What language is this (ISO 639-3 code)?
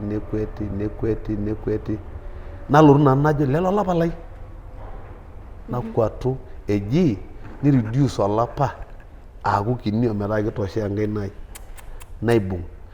mas